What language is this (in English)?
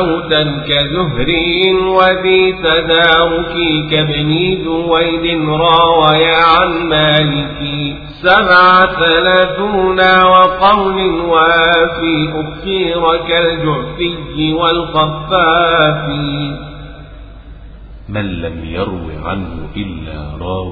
Arabic